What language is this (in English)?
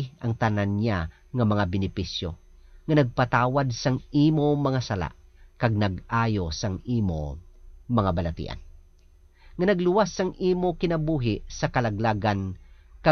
Hiligaynon